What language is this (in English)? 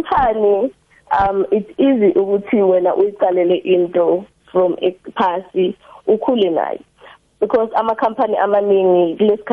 South Ndebele